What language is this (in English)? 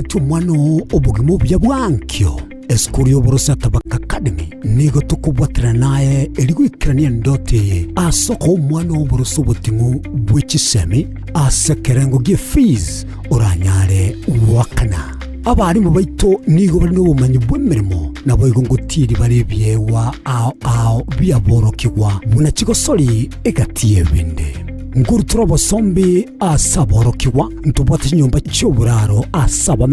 Gusii